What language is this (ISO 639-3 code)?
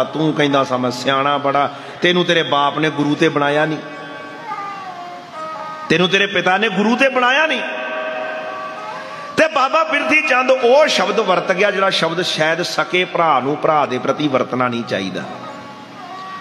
pan